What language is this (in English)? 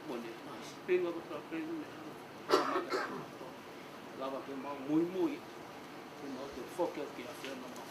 Tongan